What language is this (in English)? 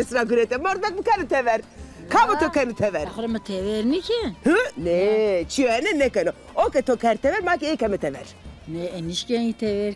Zaza